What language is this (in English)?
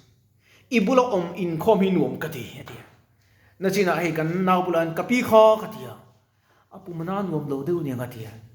Mizo